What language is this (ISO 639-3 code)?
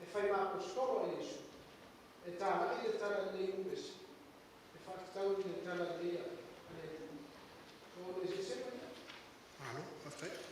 smo